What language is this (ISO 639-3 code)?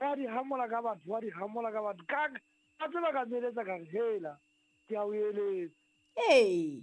sot